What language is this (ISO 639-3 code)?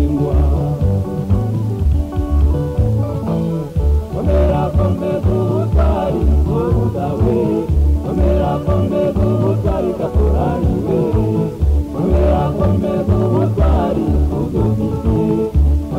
kin